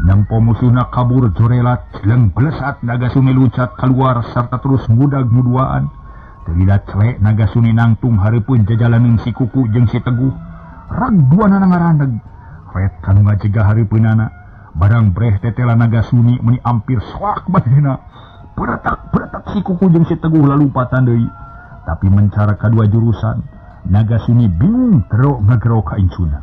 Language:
Sundanese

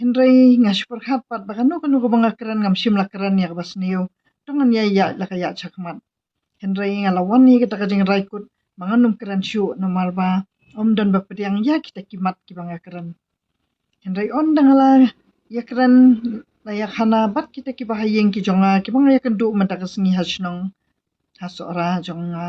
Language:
Khasi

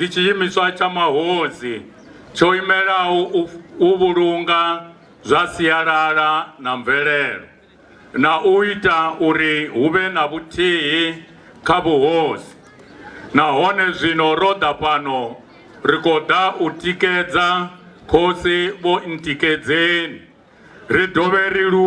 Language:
Venda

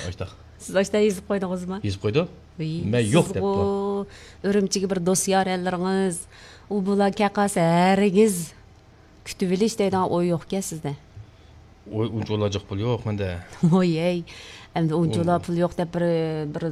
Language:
Uyghur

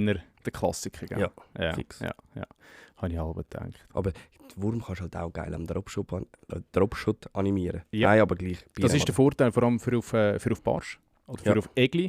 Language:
Swiss German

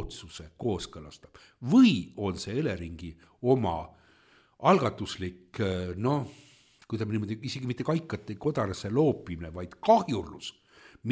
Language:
Estonian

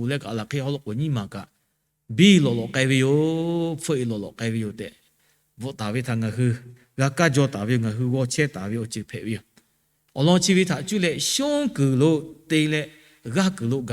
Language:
Lahu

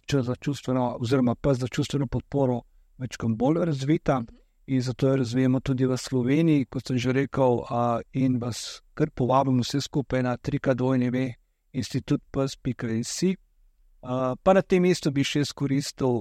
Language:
Slovenian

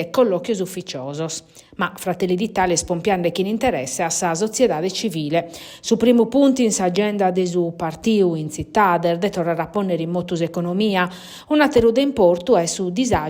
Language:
Sardinian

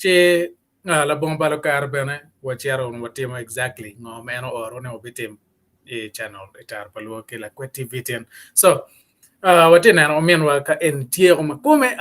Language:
Acoli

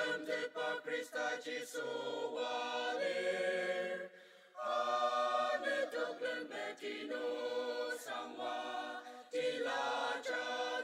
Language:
Ao Naga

